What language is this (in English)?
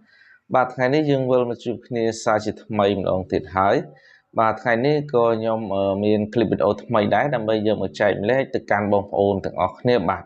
Khmer